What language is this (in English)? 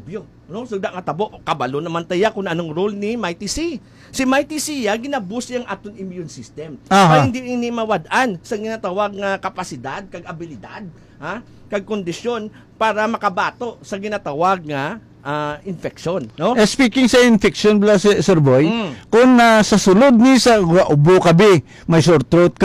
Hiligaynon